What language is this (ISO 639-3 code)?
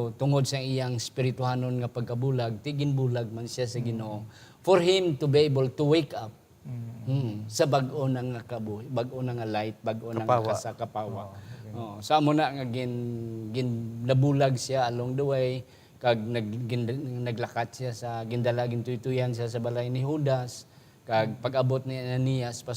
hil